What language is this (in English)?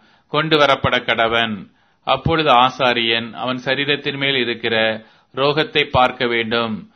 Tamil